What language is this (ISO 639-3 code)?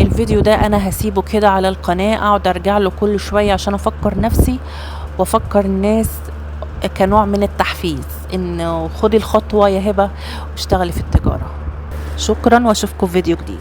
arz